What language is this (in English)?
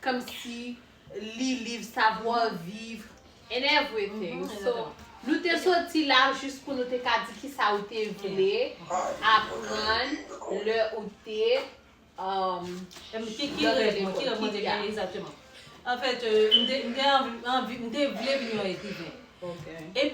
Haitian Creole